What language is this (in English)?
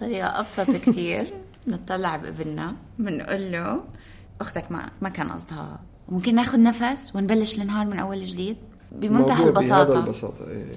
North Levantine Arabic